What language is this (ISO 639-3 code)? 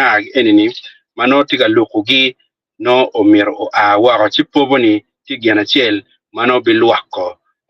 ach